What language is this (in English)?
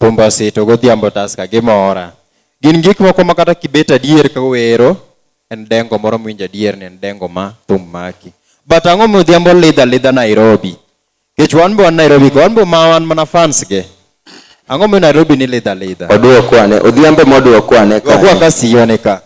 Luo (Kenya and Tanzania)